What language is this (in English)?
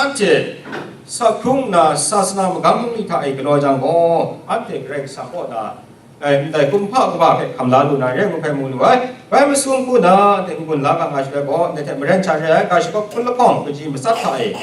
Kachin